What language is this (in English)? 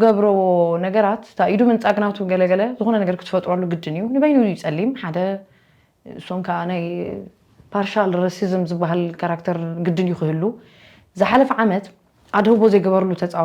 Tigrinya